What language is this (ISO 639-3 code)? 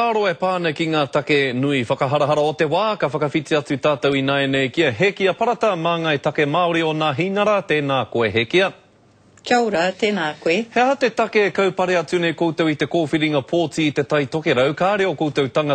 mri